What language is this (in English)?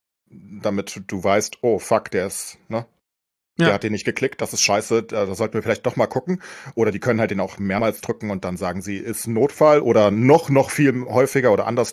German